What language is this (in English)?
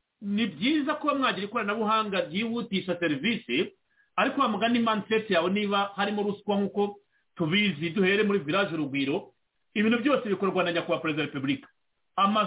Kinyarwanda